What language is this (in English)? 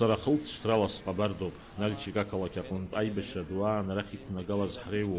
Abkhazian